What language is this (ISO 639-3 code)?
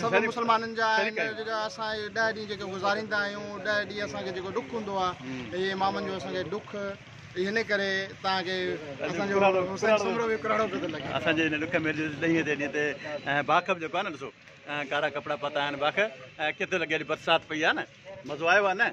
snd